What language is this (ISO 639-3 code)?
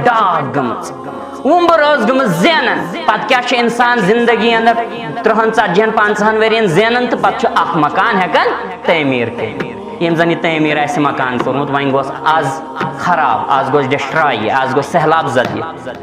kas